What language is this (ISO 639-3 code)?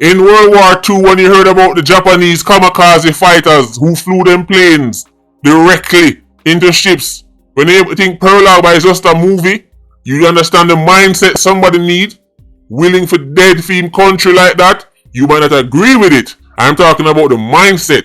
jam